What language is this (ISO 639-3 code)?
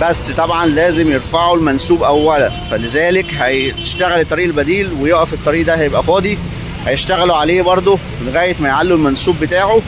arz